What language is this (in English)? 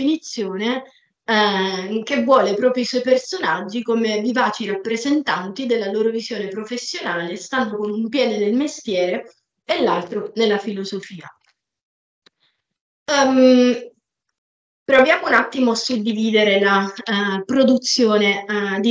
Italian